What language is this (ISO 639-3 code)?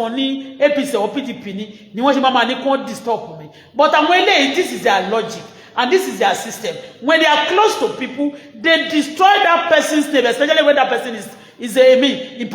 yor